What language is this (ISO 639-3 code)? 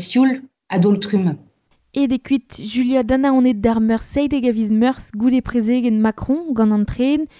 bre